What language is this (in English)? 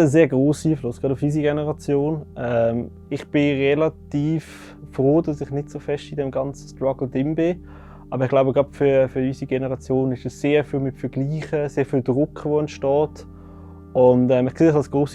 Swiss German